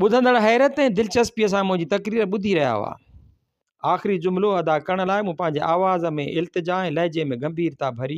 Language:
Sindhi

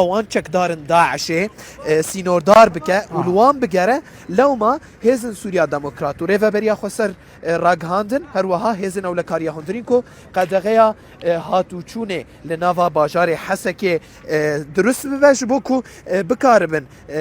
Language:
Kurdish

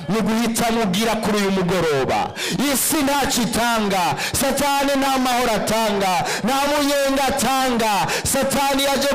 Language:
Rundi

